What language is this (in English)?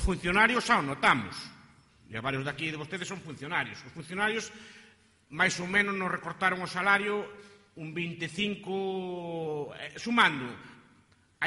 Galician